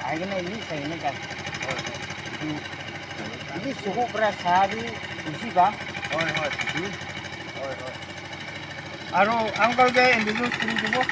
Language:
Naga Pidgin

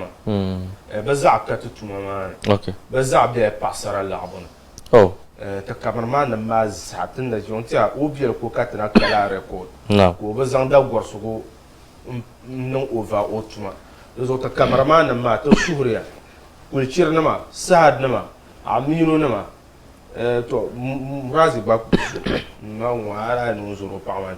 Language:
Dagbani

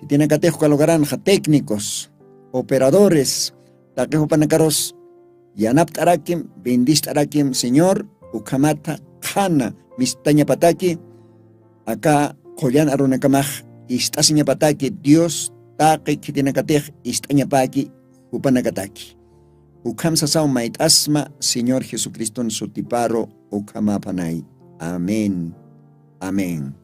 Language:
Aymara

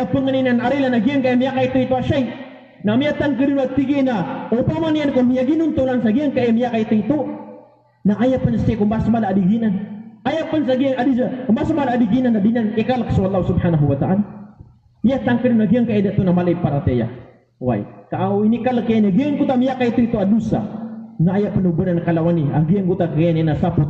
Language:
Maranao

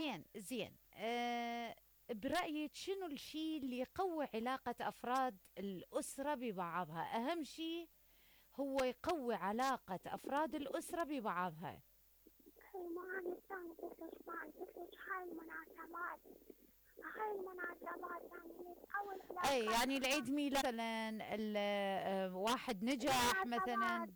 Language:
Mesopotamian Arabic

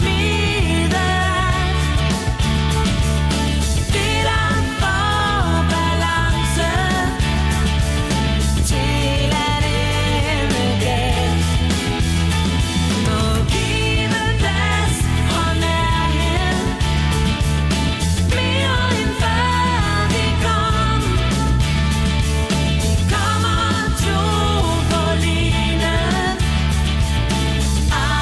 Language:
Danish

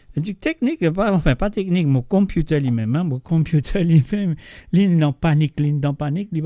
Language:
Morisyen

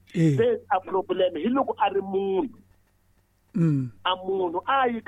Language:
Tsonga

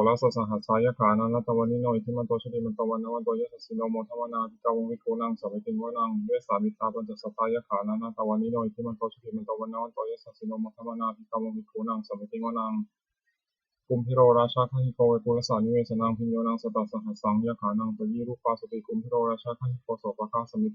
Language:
Pali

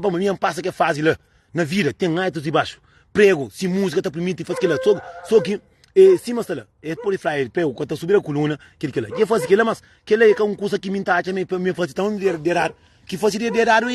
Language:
Kabuverdianu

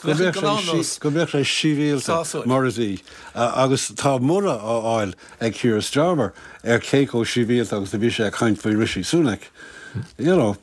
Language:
Irish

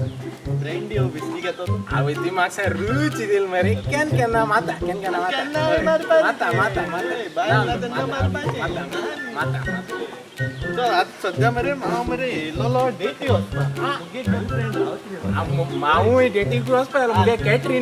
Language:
Konkani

